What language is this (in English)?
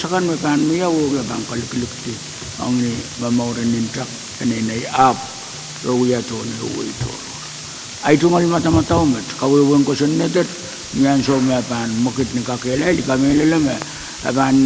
Pohnpeian